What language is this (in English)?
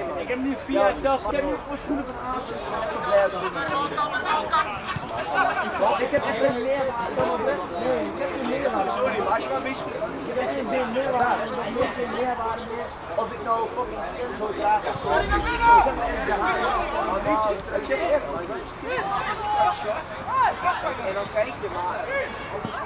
Dutch